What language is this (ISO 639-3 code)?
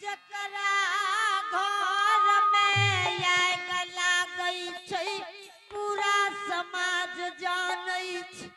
anp